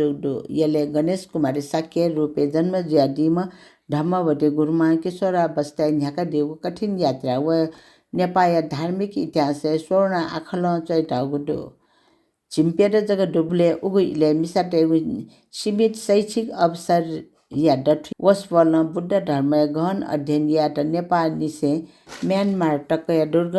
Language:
Newari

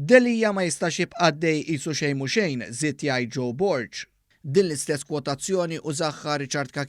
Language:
Maltese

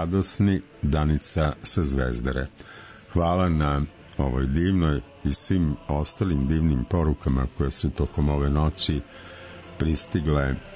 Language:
Serbian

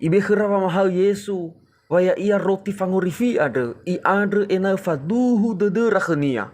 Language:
Nias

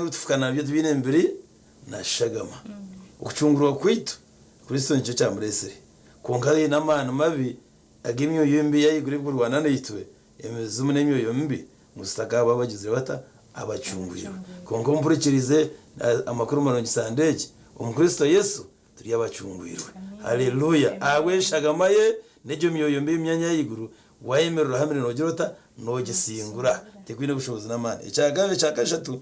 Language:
Nyankole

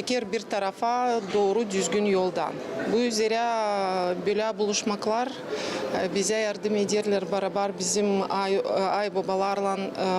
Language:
Gagauz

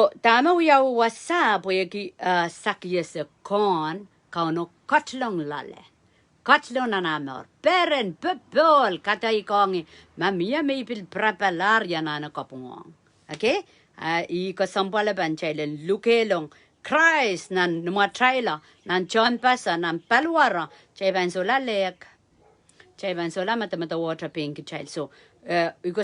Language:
Pohnpeian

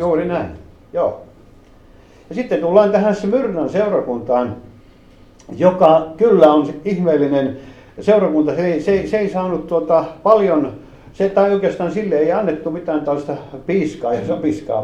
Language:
Finnish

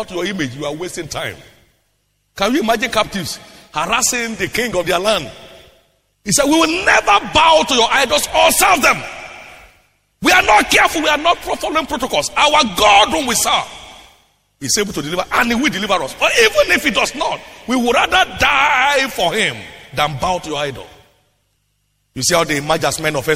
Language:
English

